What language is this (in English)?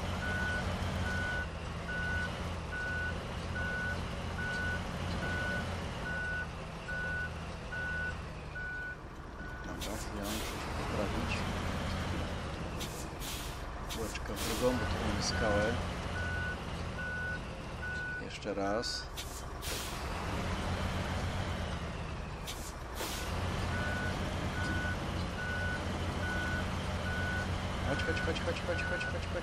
Polish